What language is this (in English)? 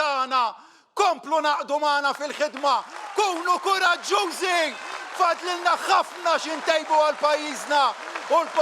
Maltese